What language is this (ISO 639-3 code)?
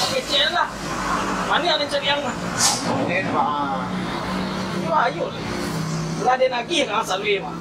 min